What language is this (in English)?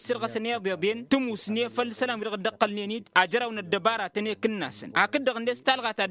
Tamasheq